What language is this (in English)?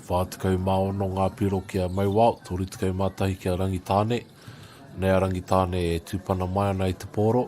Māori